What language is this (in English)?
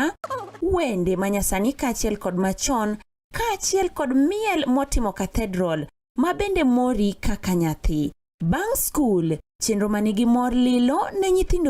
Luo (Kenya and Tanzania)